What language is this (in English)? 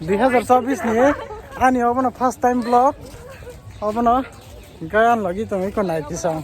Kok Borok